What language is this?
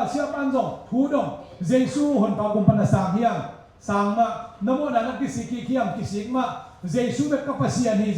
Tedim Chin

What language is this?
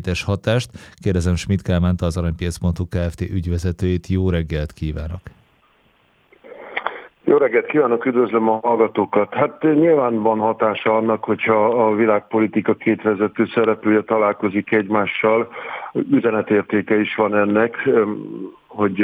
Hungarian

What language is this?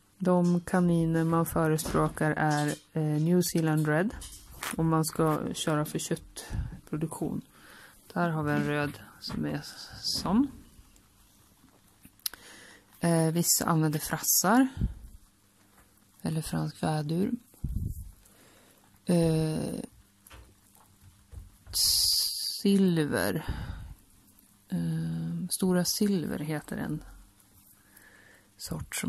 Swedish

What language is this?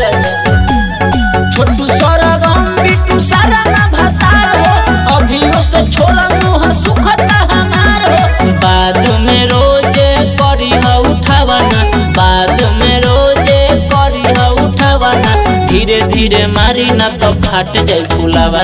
Bhojpuri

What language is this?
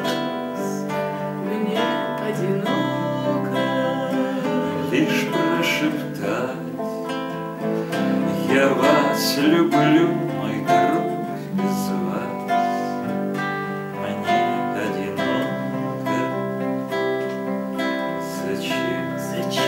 Russian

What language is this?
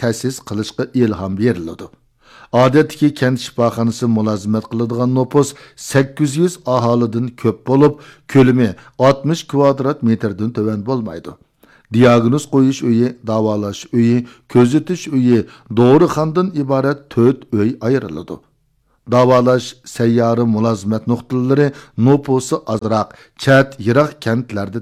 Uyghur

